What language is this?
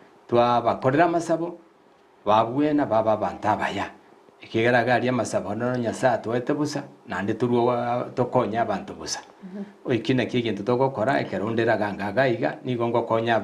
Gusii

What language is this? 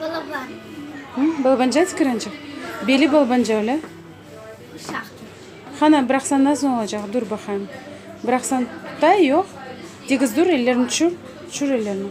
Crimean Tatar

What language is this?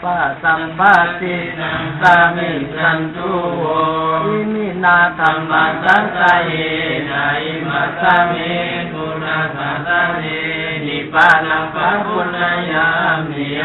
Pali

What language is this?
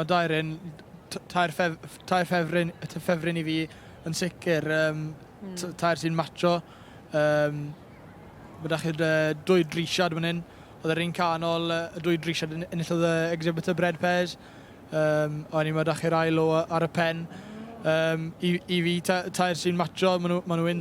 Welsh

